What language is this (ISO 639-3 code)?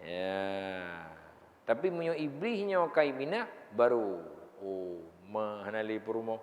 ace